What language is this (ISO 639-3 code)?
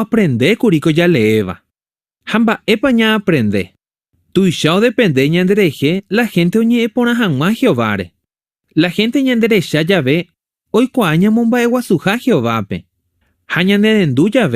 grn